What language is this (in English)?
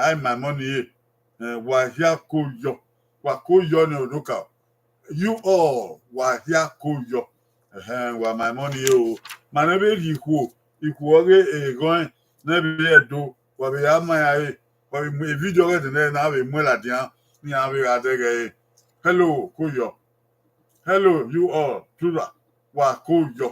Bini